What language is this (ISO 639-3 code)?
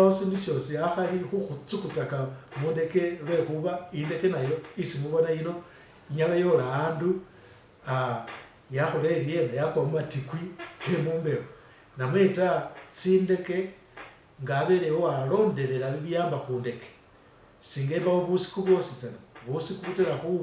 myx